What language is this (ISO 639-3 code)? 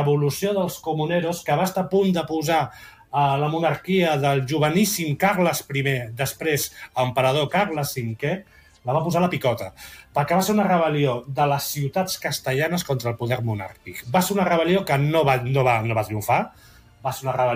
cat